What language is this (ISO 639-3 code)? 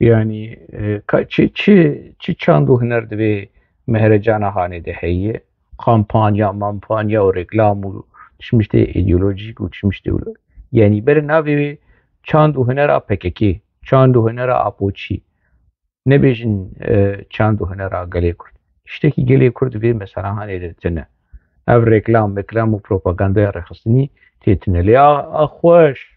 kur